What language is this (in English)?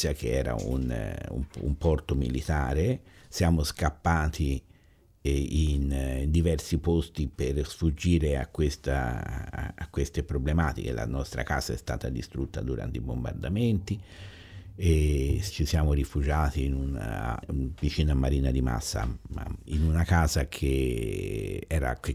Italian